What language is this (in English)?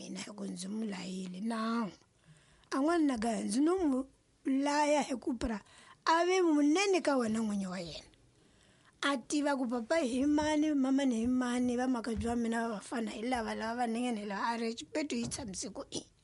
Tsonga